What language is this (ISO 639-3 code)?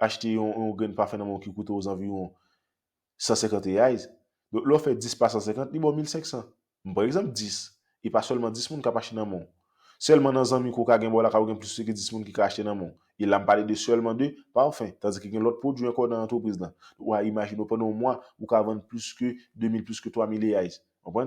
hat